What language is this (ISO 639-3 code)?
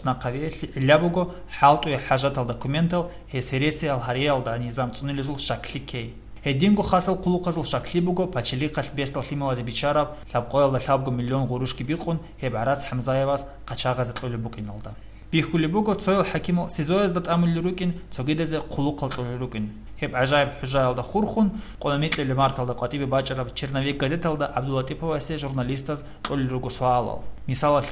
ava